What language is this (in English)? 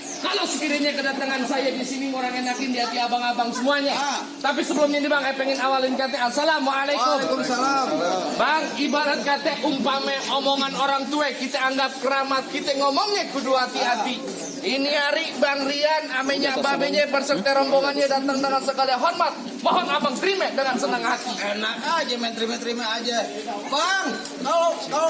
Betawi